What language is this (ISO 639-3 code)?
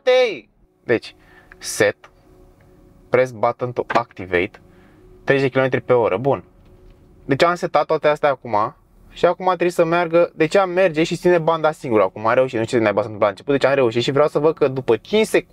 ron